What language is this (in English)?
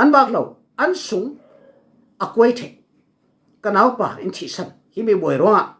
Falam Chin